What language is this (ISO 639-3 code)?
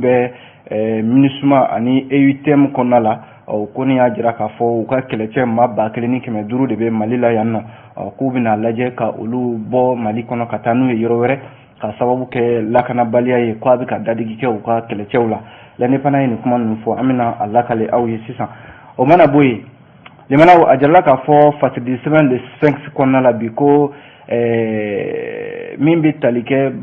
bam